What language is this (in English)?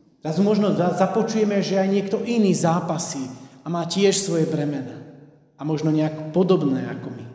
Slovak